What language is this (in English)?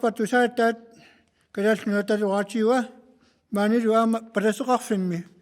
Kalaallisut